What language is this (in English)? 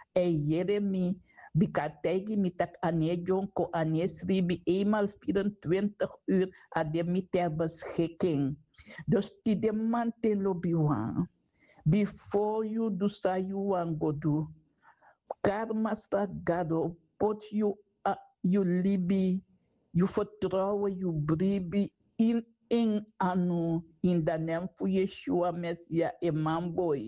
Sranan Tongo